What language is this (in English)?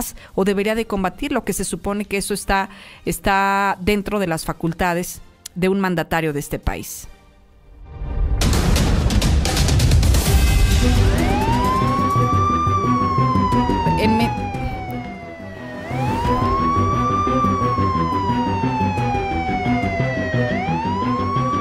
Spanish